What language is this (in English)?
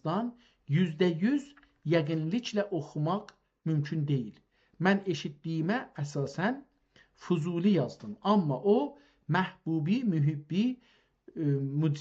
South Azerbaijani